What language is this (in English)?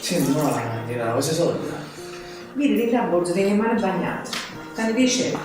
Neapolitan